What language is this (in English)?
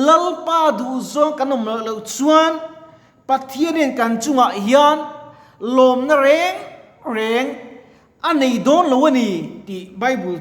Mizo